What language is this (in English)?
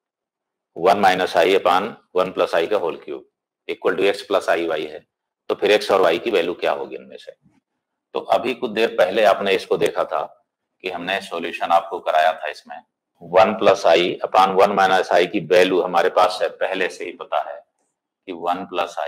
Hindi